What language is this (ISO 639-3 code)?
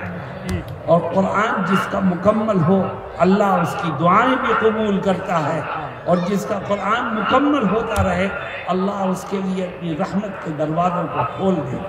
urd